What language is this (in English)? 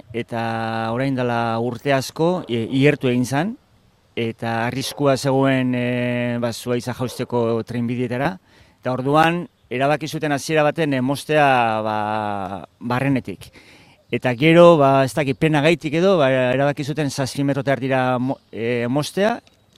Basque